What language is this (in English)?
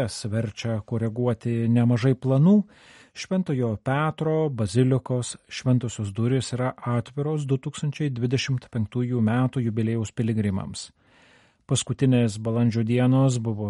Lithuanian